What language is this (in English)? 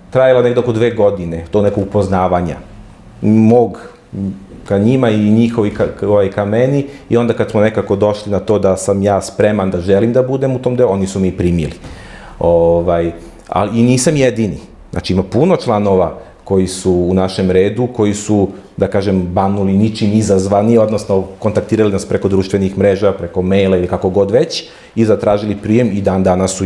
Serbian